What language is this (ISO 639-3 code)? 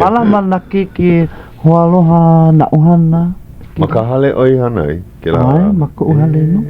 haw